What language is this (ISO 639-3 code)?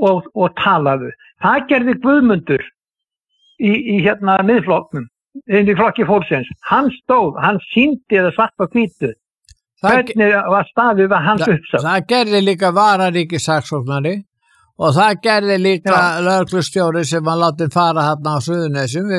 isl